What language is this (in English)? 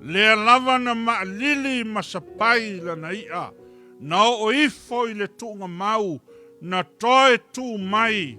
Samoan